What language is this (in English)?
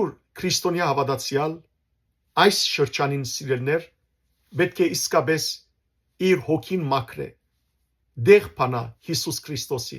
Western Armenian